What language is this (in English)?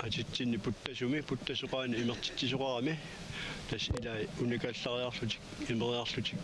Kalaallisut